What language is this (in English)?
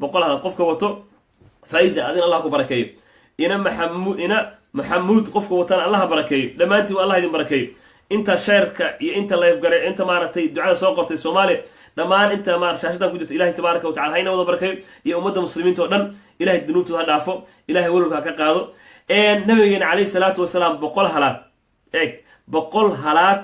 Somali